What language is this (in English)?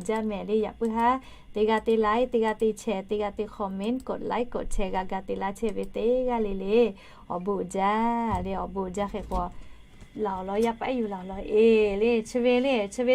Lahu